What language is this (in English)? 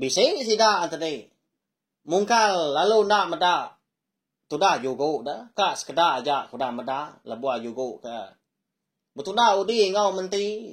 Iban